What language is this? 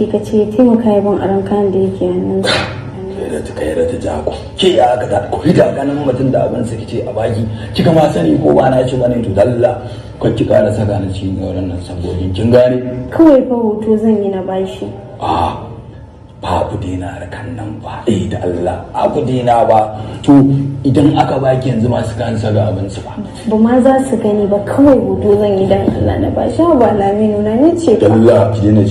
Hausa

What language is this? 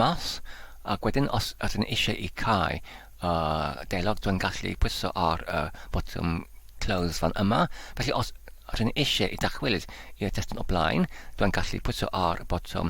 Welsh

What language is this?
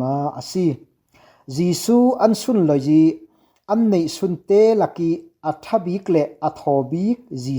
Falam Chin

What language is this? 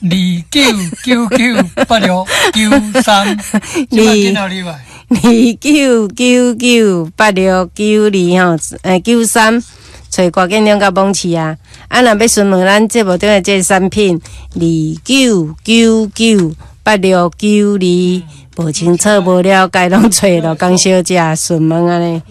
Min Nan Chinese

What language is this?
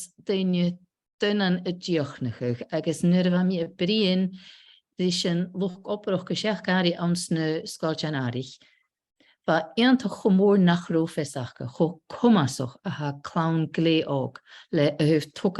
Scottish Gaelic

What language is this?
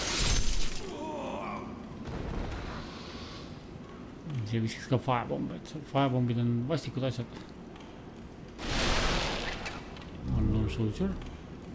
Estonian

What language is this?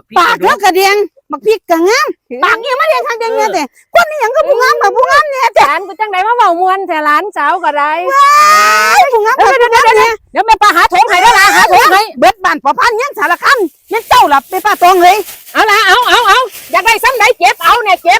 Lao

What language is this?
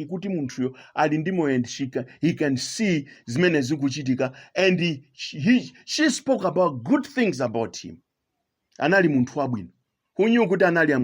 Nyanja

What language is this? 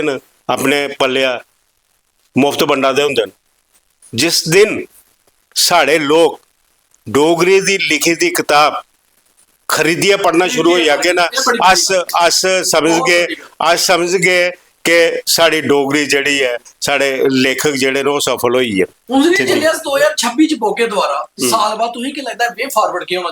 Dogri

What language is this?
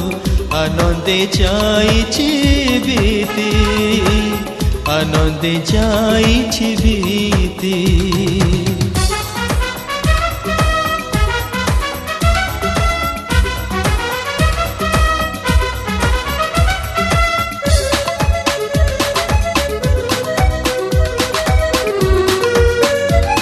Odia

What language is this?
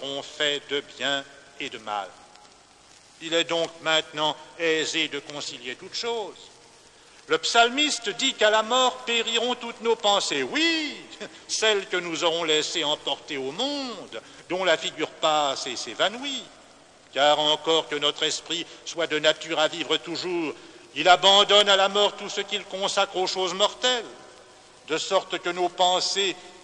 French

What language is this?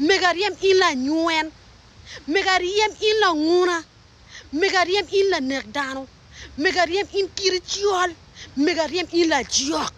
Acoli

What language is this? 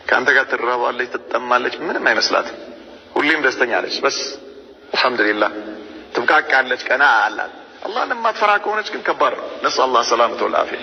Amharic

